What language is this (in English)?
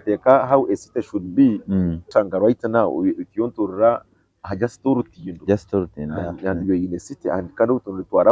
Nyankole